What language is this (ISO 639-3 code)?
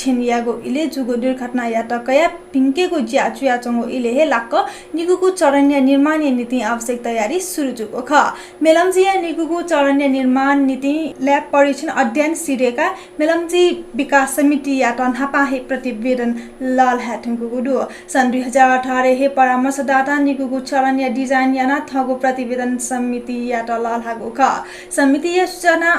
new